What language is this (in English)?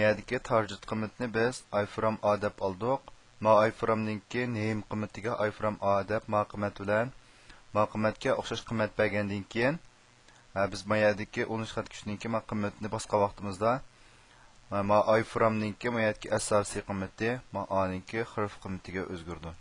Uyghur